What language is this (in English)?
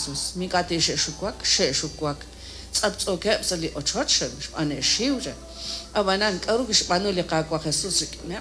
Kekchí